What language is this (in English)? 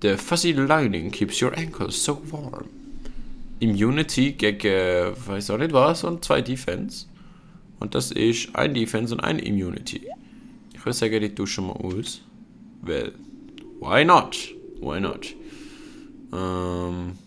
Swiss German